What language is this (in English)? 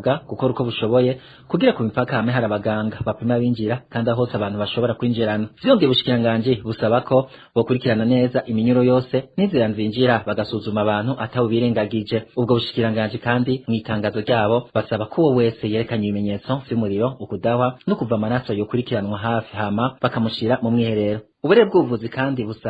Rundi